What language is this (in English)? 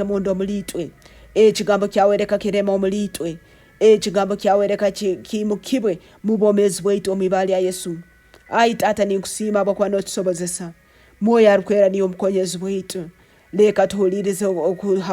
Nyoro